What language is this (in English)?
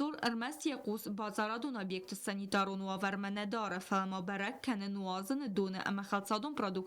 Ossetic